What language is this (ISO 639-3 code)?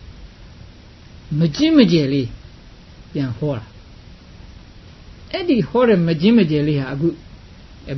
mya